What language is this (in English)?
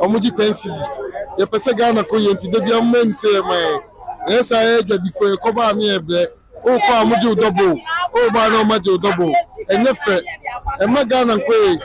Akan